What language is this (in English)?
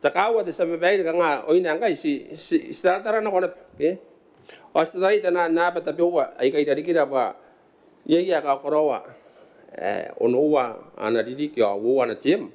Gilbertese